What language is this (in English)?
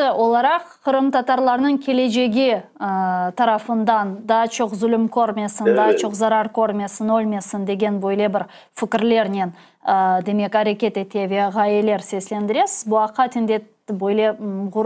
Crimean Tatar